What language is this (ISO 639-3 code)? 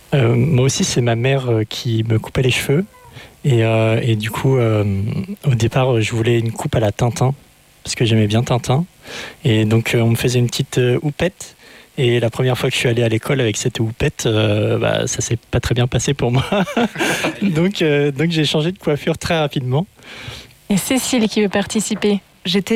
fra